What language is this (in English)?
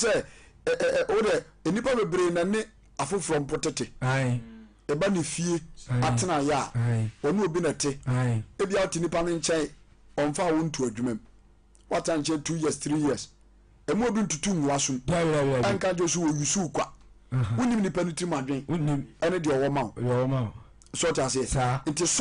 Akan